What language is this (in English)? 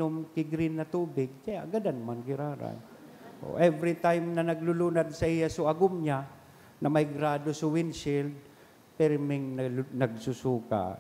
Bikol